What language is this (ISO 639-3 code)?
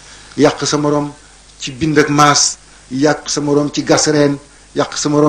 wol